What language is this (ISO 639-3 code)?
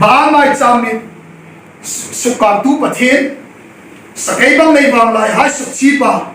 hmr